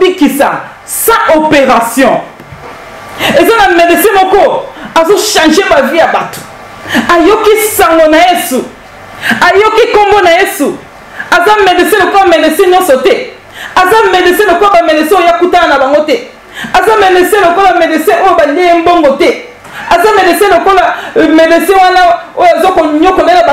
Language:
Lingala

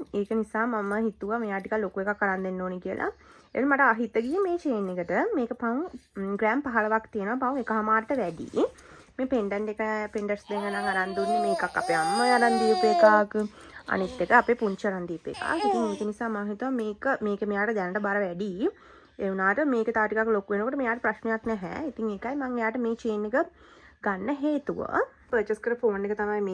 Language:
Sinhala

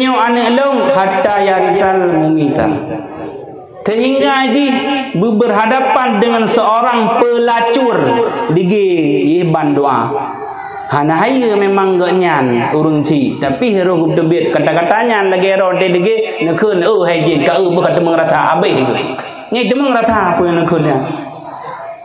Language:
Achinese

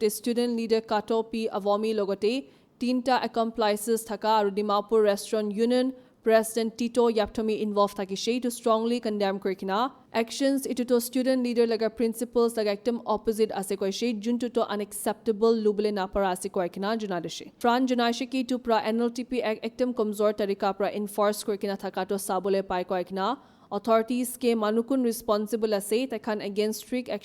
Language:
Naga Pidgin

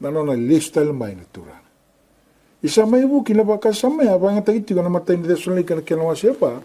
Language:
Fijian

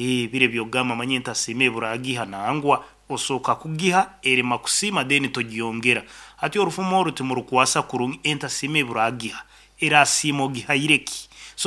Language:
Nyankole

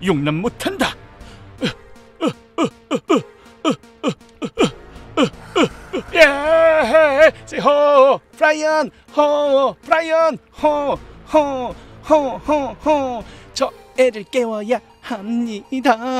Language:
Korean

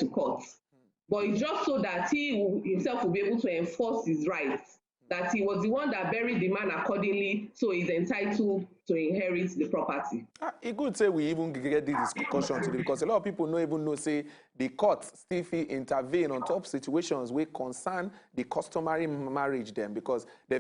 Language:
Nigerian Pidgin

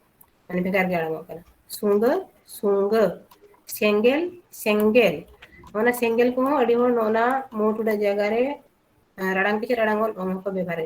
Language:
Santali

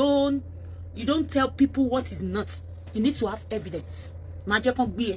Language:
Yoruba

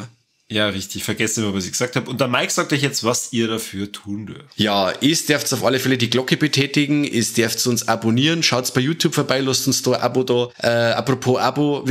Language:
Bavarian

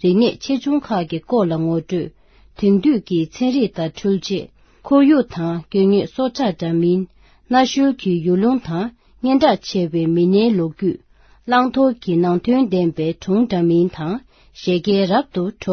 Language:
Tibetan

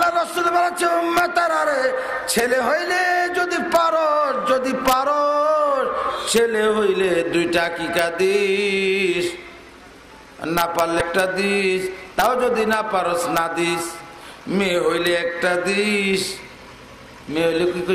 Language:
Bangla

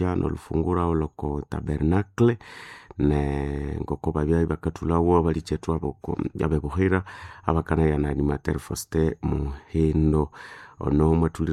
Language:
Nande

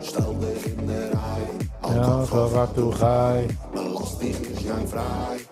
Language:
Yiddish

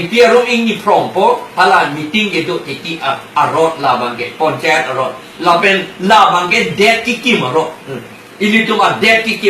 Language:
Karbi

